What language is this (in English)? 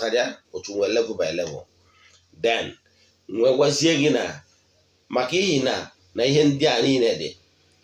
Igbo